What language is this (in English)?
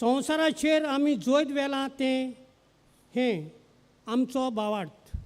Konkani